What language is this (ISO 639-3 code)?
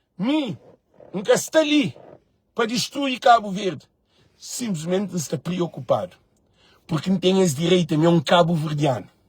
kea